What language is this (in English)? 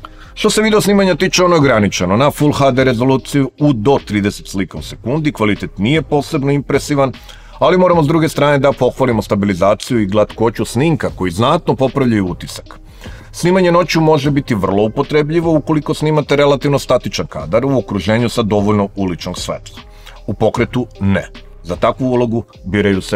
Serbian